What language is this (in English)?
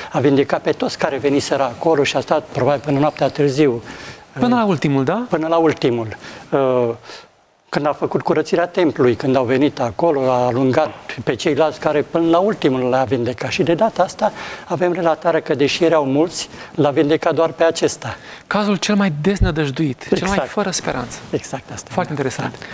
Romanian